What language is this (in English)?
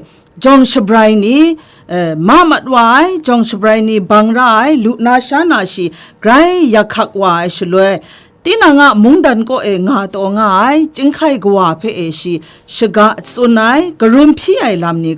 Kachin